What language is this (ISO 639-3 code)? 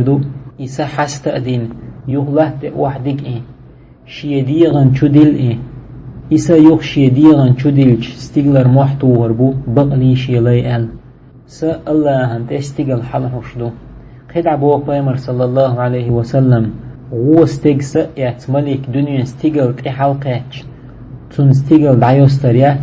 che